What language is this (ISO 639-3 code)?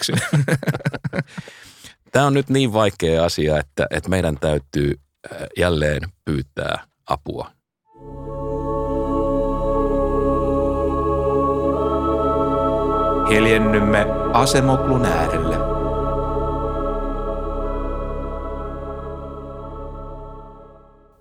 fin